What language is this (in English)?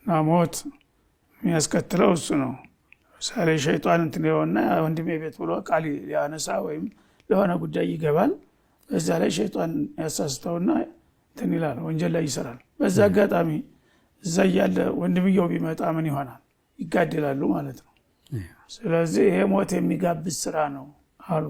Amharic